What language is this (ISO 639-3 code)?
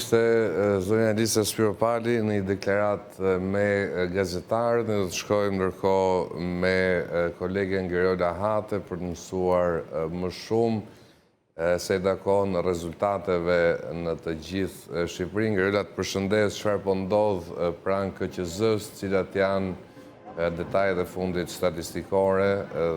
sqi